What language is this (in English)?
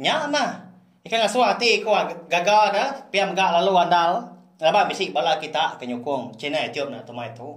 Iban